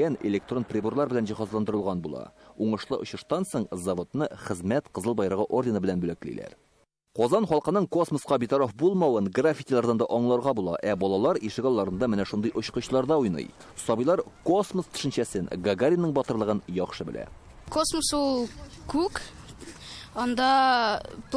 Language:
Tatar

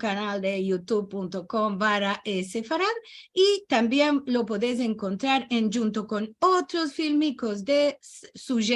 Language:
Ladino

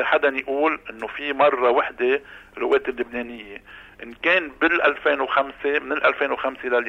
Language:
North Levantine Arabic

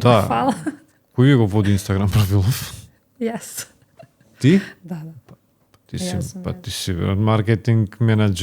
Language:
Macedonian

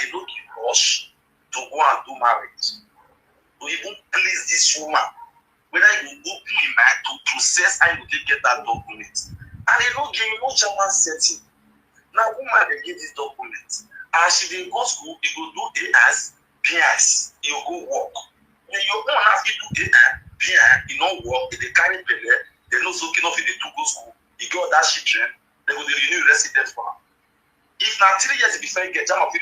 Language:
Nigerian Pidgin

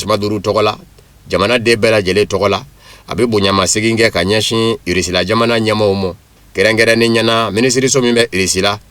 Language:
Bambara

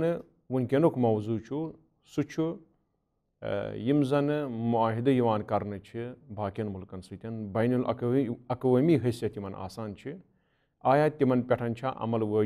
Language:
Kashmiri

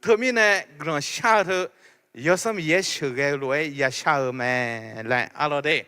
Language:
Akha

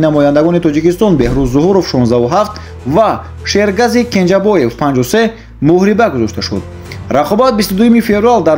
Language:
Tajik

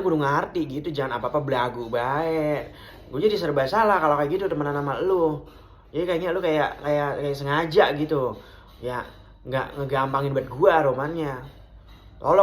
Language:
Betawi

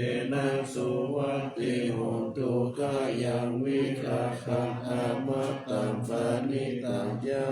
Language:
Pali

